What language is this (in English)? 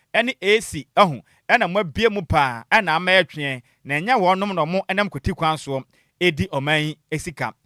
Akan